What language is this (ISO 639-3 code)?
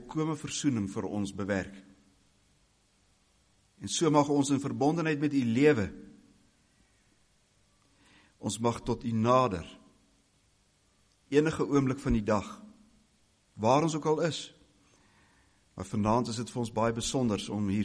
afr